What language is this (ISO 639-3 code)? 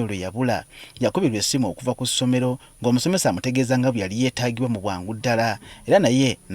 lug